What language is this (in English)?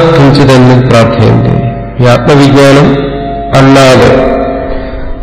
Malayalam